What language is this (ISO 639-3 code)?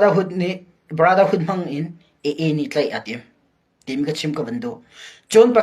cnh